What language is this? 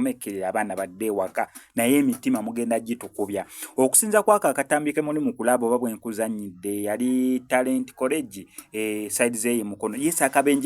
Ganda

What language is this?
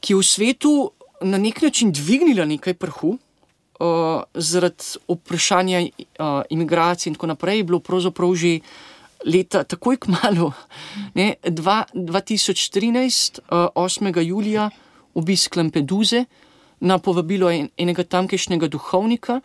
Slovenian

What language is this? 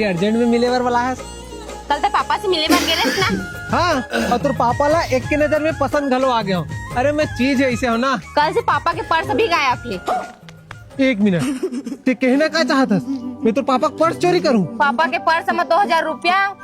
Chhattisgarhi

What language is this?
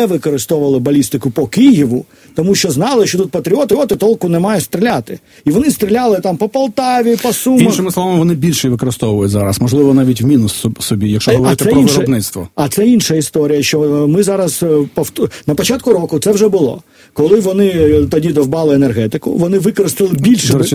Ukrainian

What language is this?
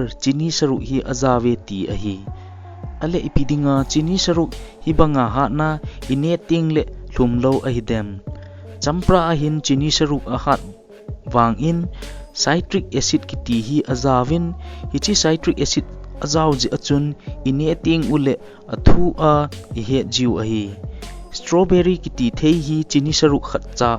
Thado Chin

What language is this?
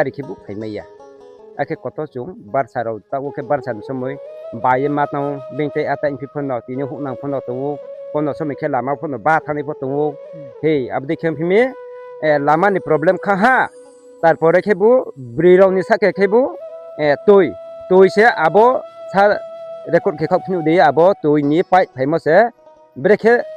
Riang (India)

